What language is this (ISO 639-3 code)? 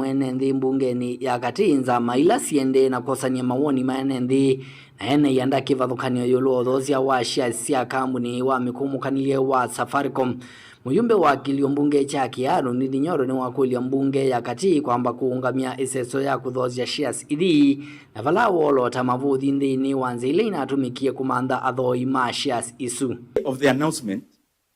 kam